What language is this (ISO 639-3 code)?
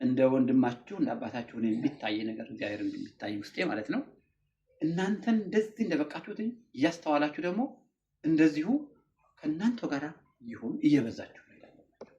amh